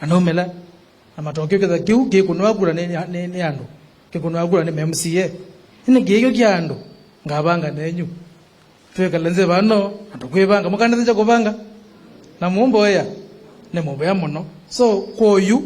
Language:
Kamba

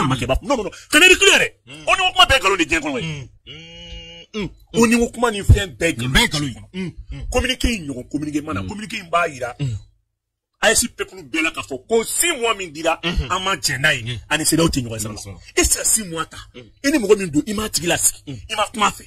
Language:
Bambara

